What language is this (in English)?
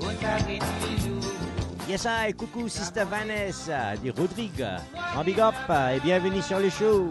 Morisyen